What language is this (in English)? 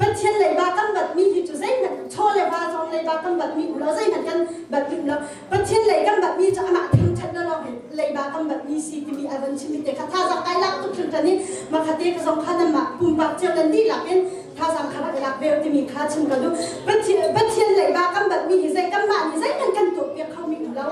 Hakha Chin